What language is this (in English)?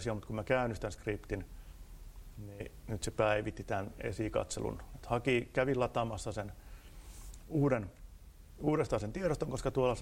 Finnish